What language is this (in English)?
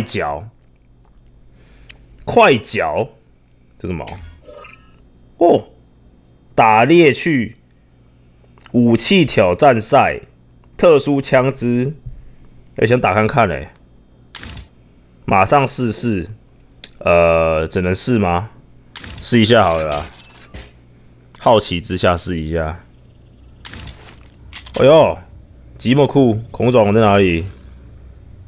Chinese